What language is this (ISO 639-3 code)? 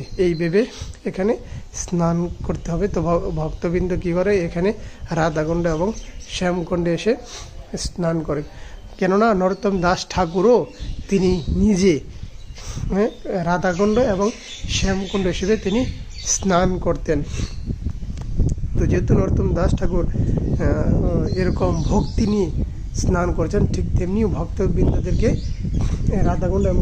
ben